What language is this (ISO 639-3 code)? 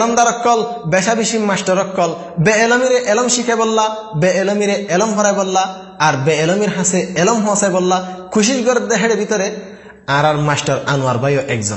rhg